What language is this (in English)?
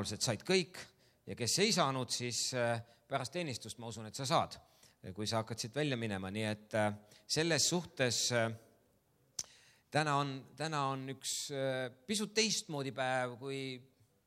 Estonian